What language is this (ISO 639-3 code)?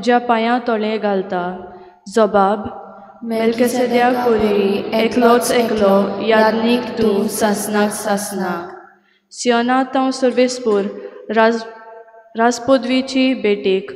kok